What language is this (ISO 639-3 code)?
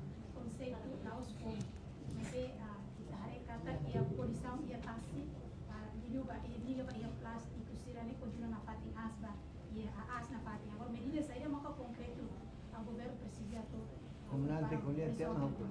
tet